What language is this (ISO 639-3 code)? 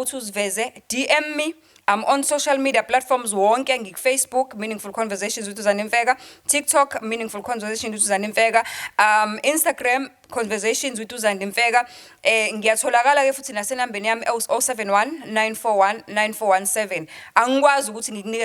zul